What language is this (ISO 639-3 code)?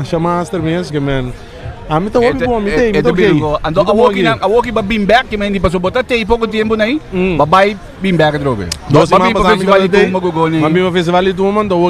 pap